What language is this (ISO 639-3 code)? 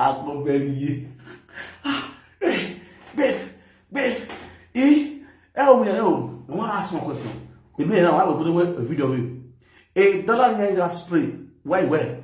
pcm